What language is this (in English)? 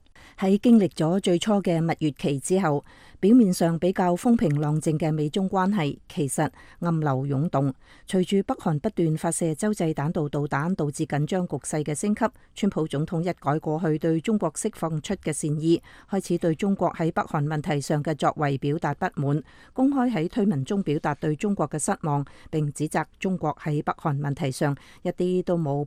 Cantonese